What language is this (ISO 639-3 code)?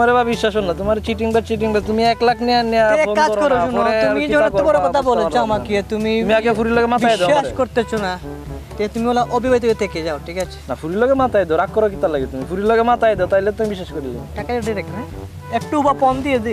syl